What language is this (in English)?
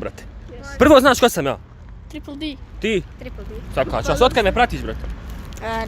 Bosnian